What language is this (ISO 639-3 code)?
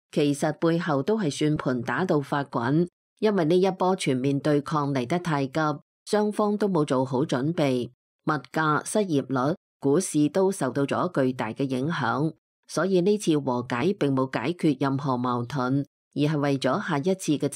yue